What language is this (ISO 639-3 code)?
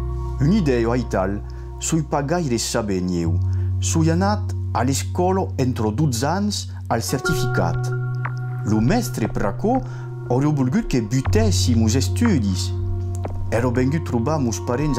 oci